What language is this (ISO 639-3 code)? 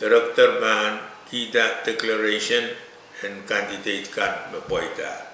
pon